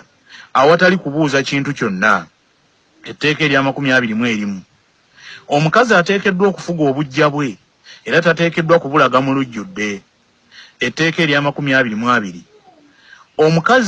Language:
Ganda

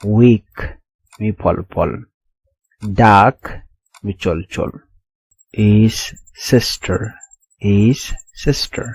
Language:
Nuer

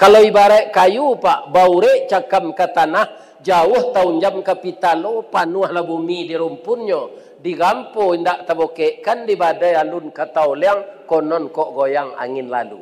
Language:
Minangkabau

